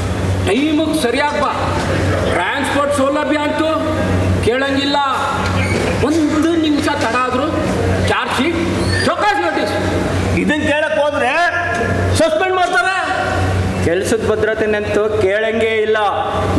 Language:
Kannada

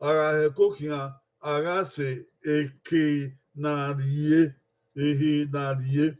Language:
Bini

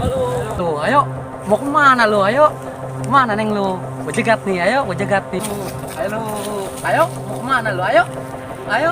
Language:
Betawi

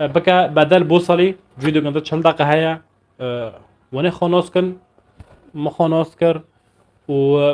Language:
North Levantine Arabic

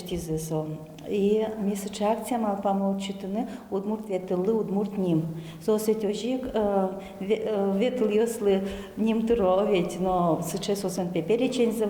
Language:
Udmurt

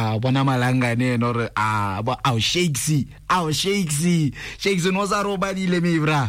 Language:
Tswana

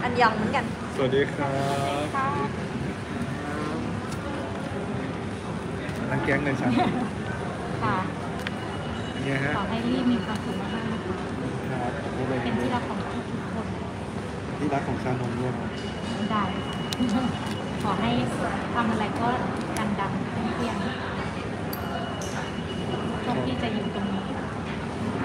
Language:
Thai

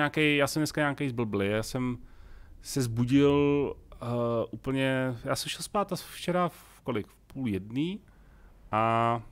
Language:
Czech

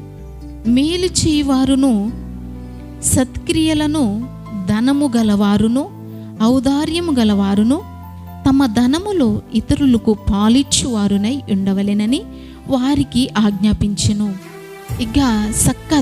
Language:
Koya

